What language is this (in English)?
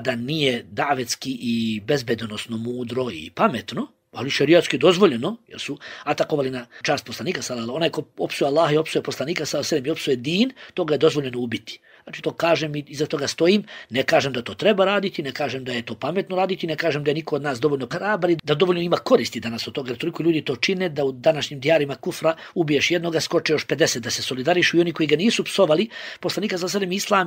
Bosnian